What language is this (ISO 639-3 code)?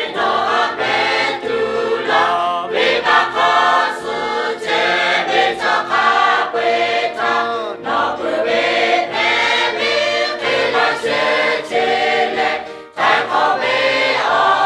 lhu